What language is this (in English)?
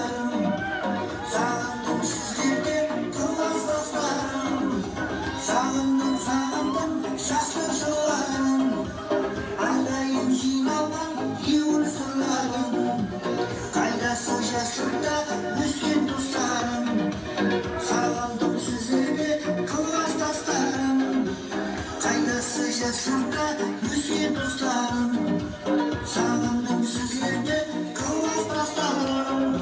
Kara-Kalpak